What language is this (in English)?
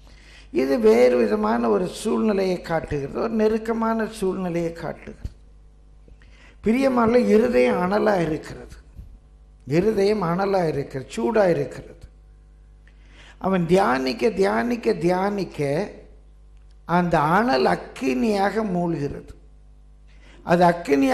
Tamil